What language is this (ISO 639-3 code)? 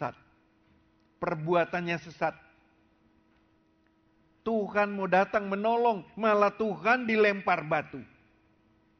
ind